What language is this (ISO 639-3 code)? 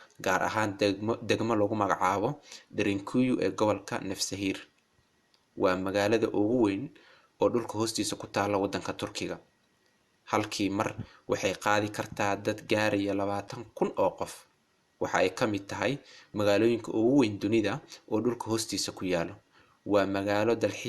som